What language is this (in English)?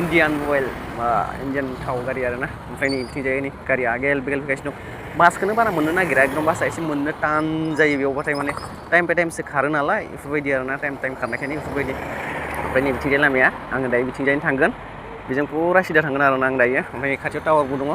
Bodo